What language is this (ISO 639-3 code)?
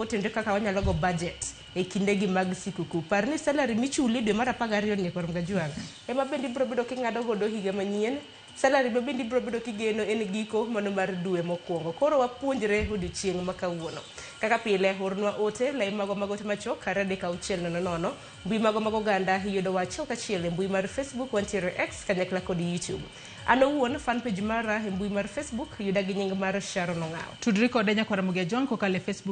luo